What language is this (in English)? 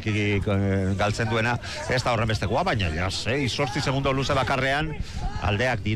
Basque